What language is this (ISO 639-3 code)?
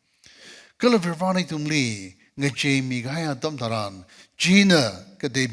nmf